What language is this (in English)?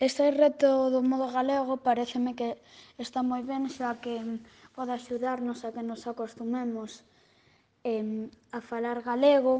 Galician